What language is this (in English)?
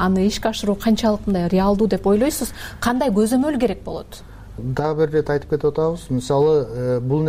Kyrgyz